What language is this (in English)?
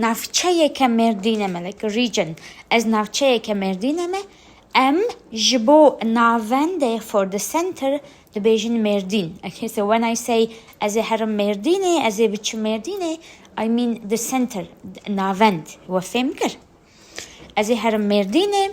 Kurdish